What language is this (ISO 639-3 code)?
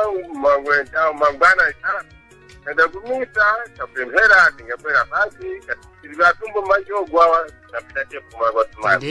seh